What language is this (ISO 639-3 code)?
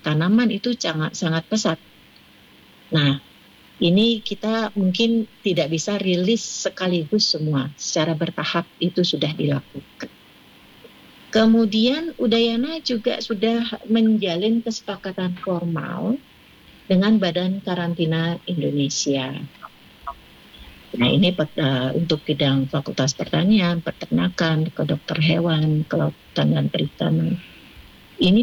ind